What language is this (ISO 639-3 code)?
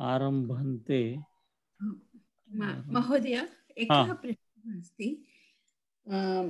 san